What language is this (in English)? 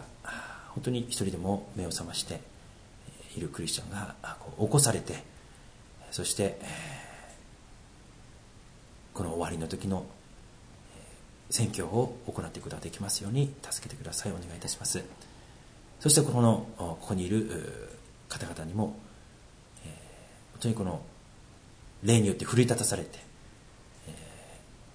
Japanese